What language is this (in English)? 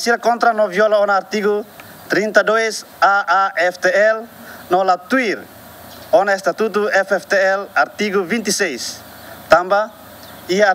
Tetum